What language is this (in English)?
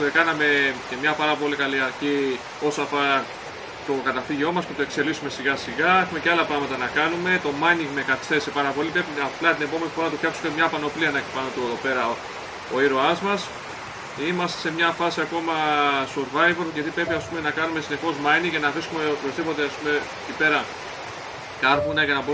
Greek